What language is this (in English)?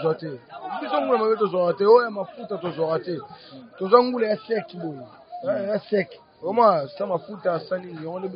Lingala